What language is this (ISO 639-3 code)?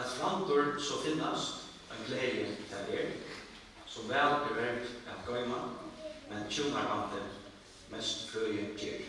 fao